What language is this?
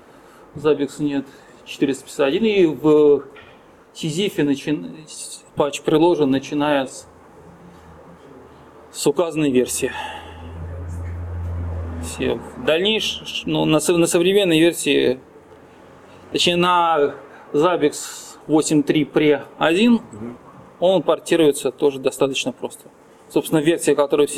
Russian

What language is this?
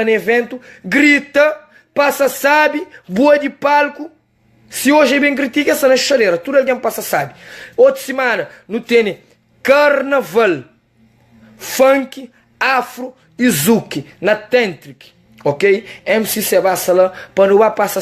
Kabuverdianu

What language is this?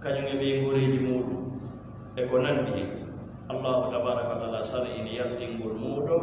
Fula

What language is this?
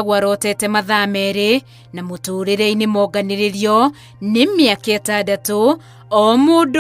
Kikuyu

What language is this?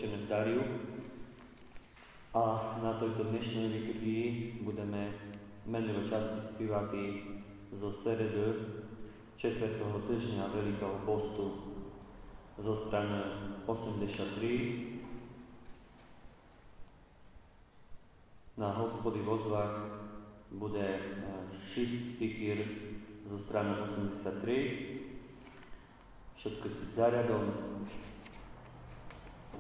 Slovak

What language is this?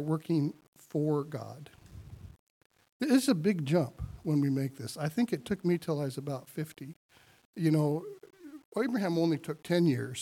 English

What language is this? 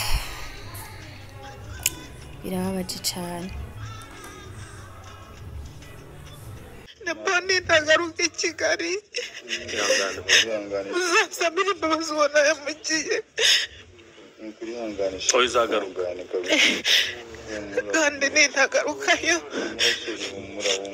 Kinyarwanda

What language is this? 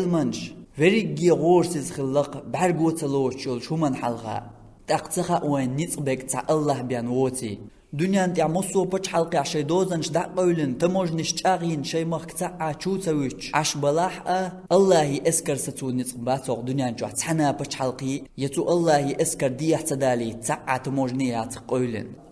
Chechen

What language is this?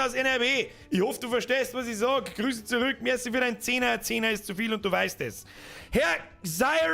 Bavarian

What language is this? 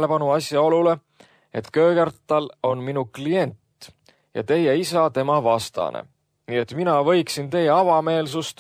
Estonian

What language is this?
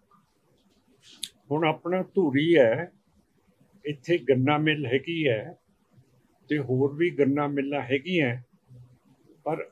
Punjabi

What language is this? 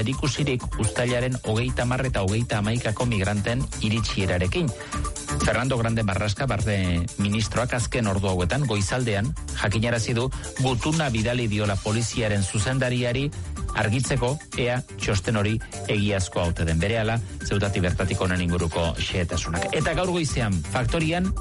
Basque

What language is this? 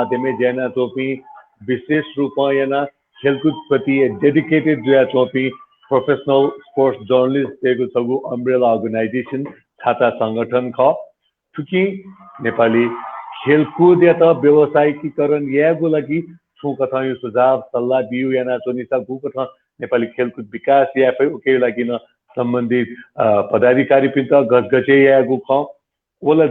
Newari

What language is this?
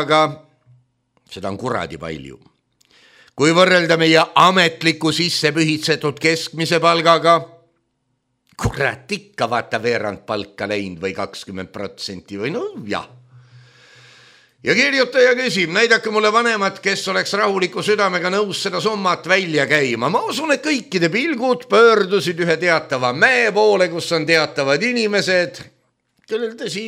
Estonian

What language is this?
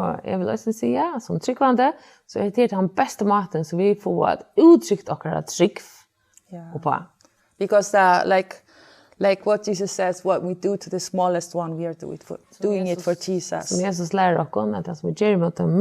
Faroese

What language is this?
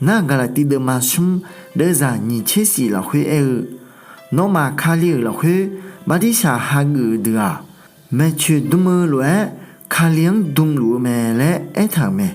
Akha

